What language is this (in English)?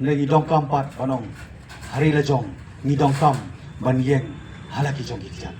Khasi